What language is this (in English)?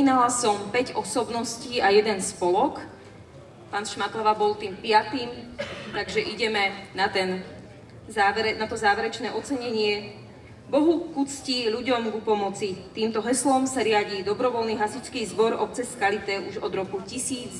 Slovak